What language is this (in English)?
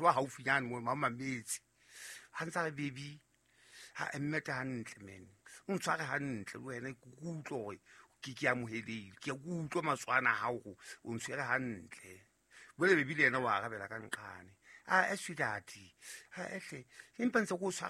Southern Sotho